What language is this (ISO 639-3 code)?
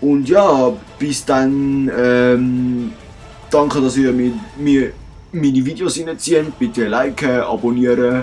gsw